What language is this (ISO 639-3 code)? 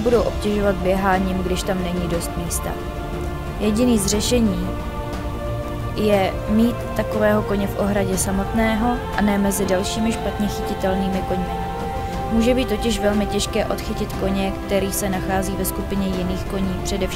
ces